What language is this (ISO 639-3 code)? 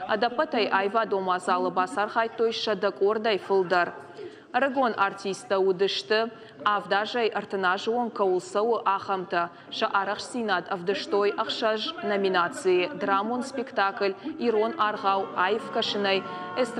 oss